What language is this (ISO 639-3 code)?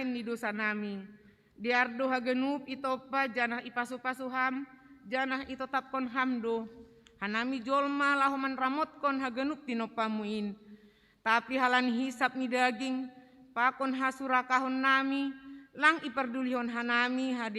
bts